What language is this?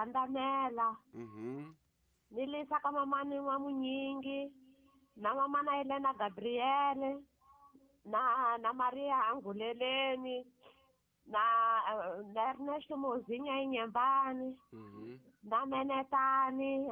Tsonga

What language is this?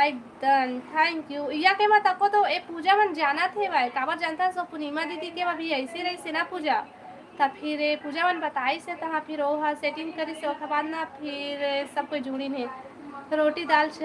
Chhattisgarhi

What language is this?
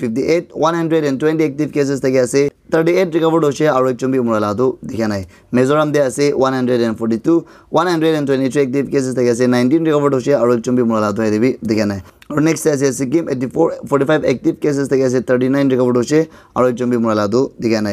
Naga Pidgin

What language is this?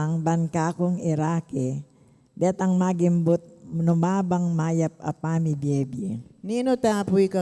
Pampanga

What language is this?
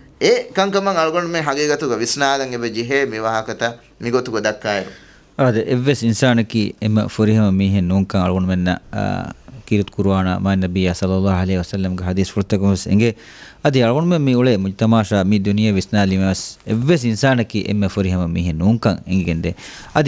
Divehi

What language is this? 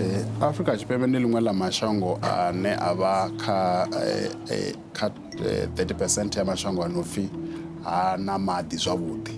Venda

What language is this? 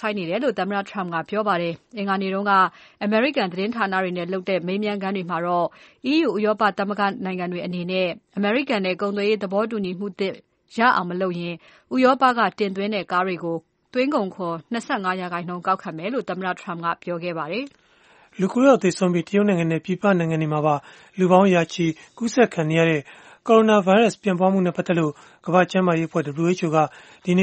Burmese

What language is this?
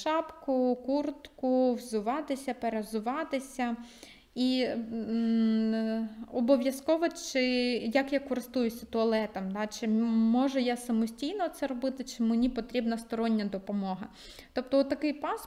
Ukrainian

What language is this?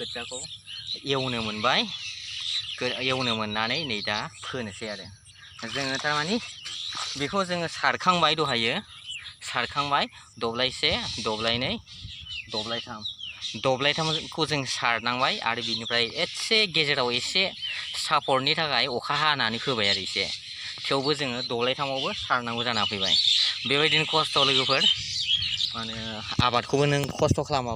Bodo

